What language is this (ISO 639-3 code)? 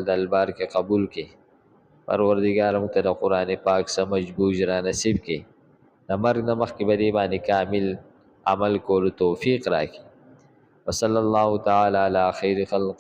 pus